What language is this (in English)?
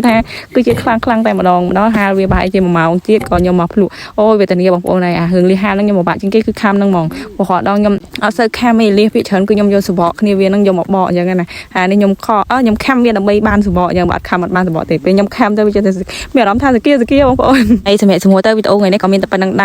Khmer